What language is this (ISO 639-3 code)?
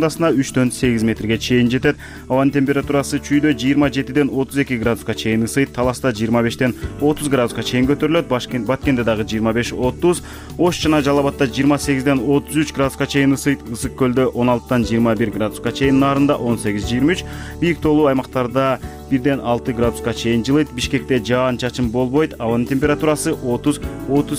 kir